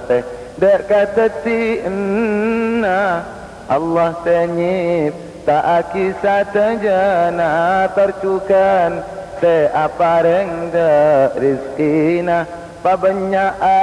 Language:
Madurese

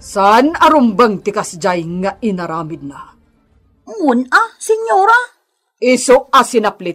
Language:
Iloko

